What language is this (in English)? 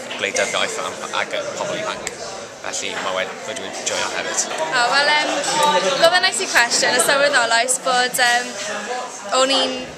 Welsh